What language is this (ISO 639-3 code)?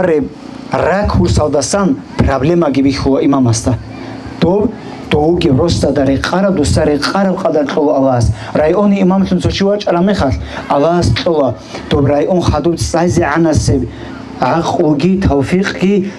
ava